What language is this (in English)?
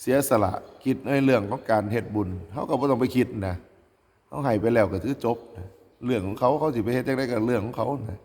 Northeastern Thai